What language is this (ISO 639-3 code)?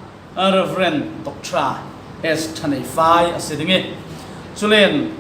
cfm